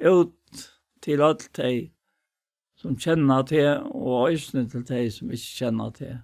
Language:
Faroese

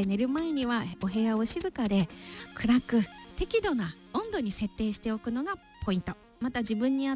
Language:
Japanese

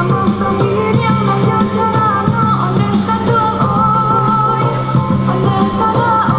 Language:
Minangkabau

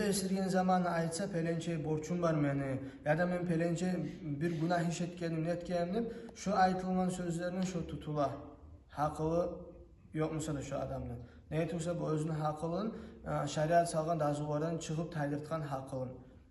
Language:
Kumyk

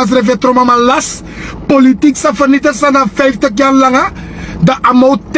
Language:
Sranan Tongo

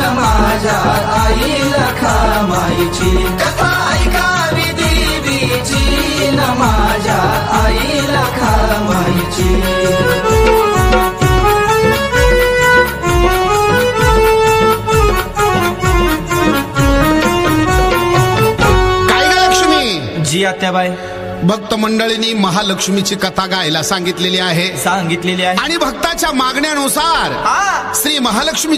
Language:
Marathi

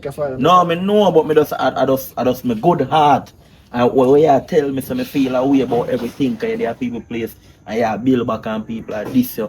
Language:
Jamaican Creole English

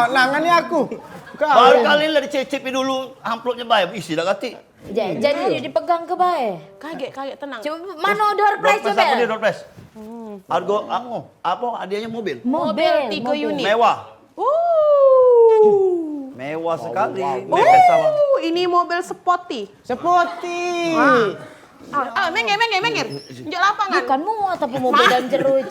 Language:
Musi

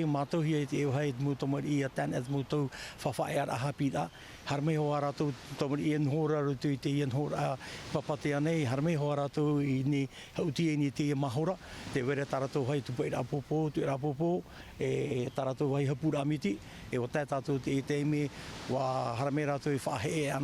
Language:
Tahitian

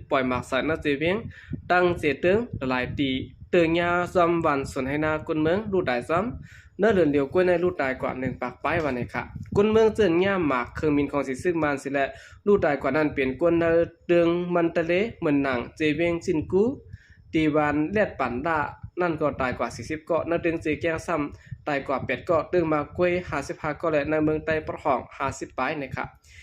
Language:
Shan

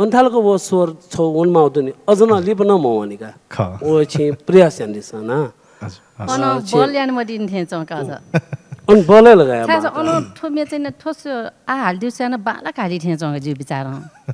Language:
Newari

